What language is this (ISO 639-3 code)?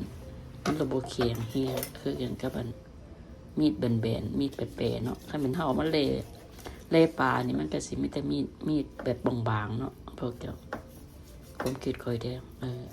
lao